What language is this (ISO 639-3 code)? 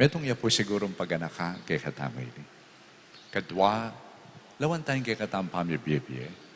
pam